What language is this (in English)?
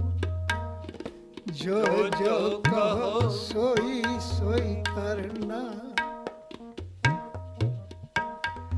Punjabi